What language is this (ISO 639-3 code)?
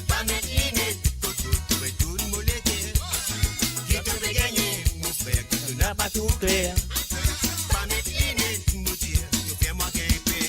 mfe